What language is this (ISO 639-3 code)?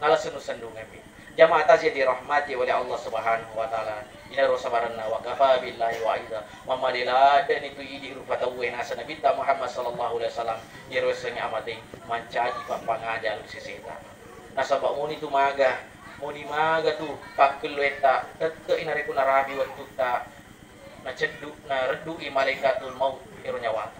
bug